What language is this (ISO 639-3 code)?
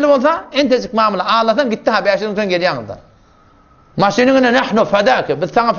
tuk